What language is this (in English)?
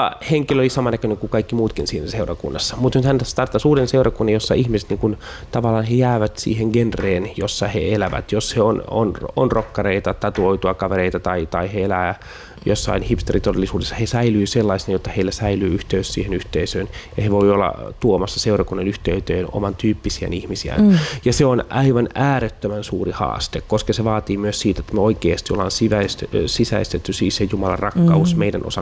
Finnish